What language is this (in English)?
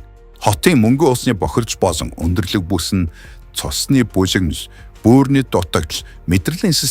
Mongolian